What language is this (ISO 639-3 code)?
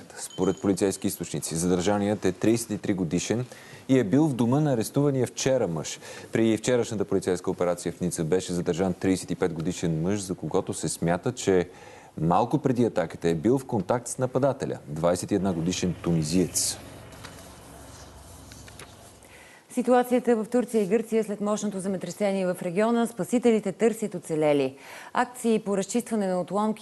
bul